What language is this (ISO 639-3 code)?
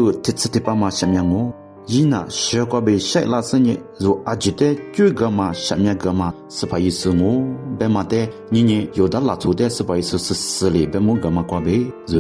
lis